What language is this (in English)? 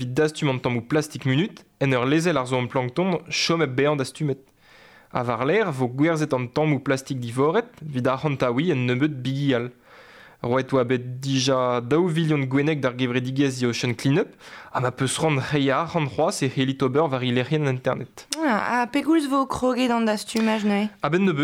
Breton